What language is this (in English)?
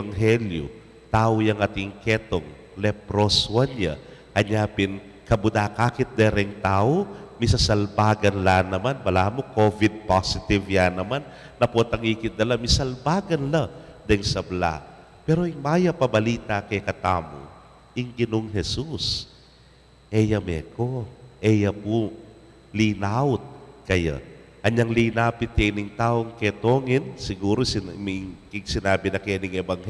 Pampanga